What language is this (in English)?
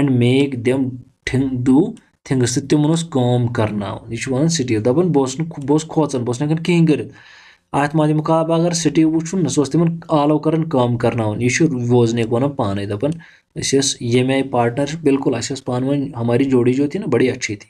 Kashmiri